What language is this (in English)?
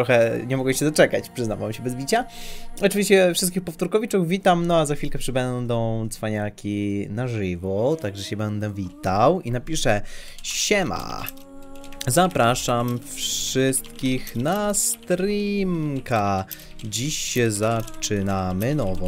Polish